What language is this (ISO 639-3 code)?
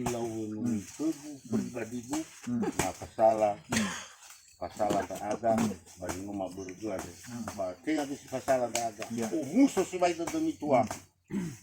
nia